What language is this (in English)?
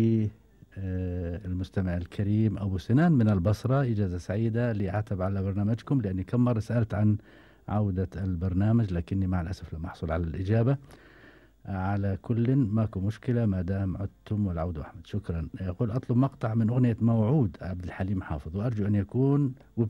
Gulf Arabic